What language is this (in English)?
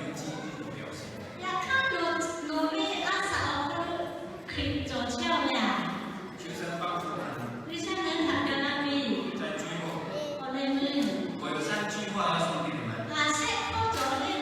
Lahu